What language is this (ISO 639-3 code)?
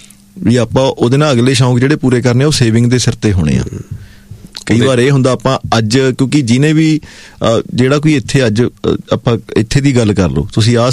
pan